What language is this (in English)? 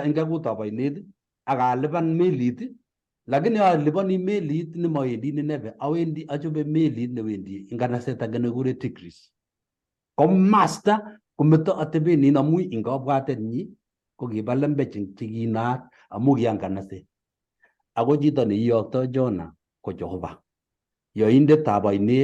Kalenjin